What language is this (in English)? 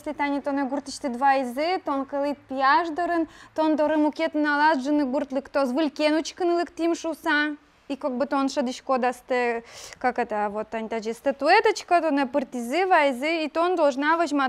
Udmurt